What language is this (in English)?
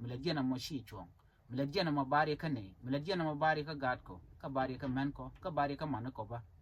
Nuer